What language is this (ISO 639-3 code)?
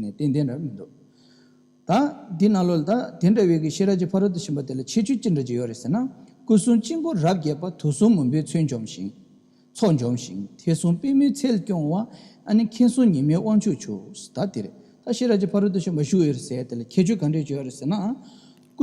bod